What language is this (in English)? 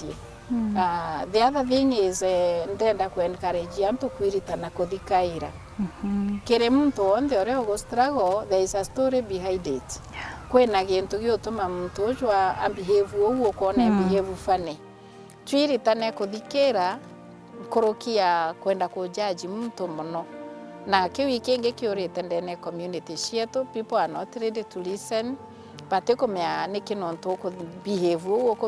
Meru